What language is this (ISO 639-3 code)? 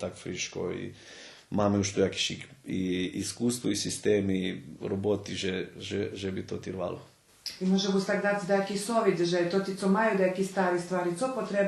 rue